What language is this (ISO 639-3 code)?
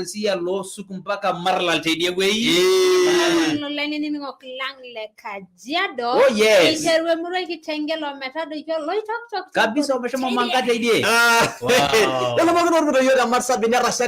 mas